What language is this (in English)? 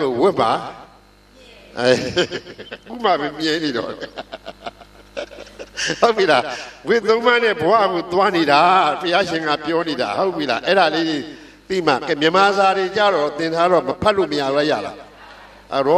Burmese